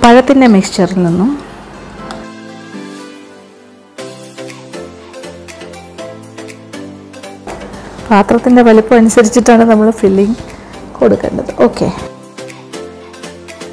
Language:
Malayalam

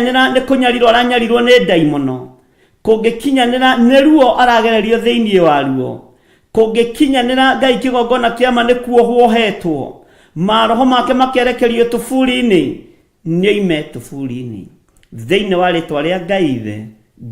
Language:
Kikuyu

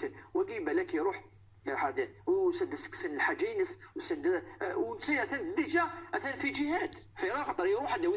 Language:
Moroccan Arabic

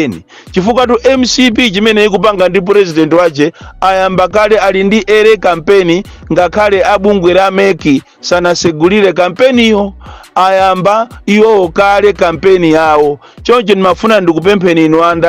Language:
Nyanja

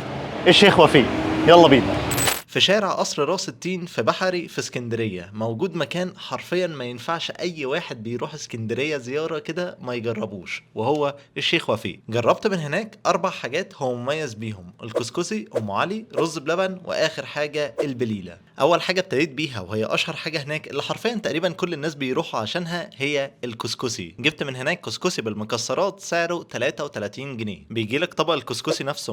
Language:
Egyptian Arabic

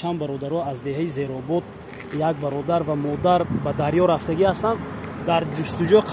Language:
Tajik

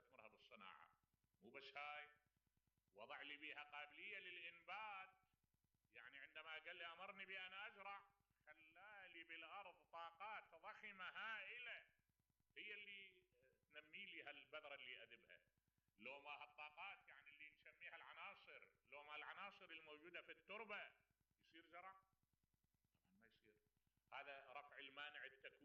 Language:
Mesopotamian Arabic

